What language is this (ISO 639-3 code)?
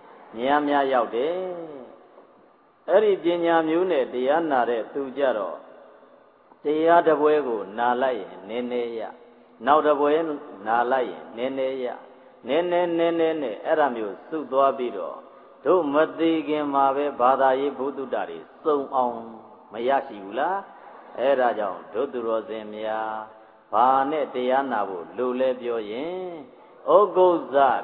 mya